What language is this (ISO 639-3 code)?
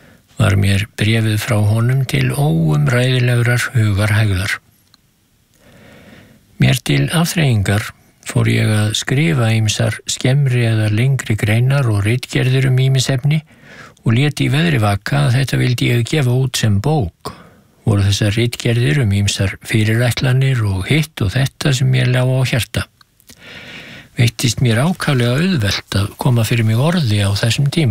isl